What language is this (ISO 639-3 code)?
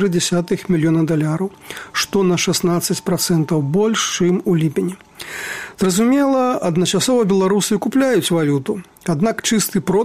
bel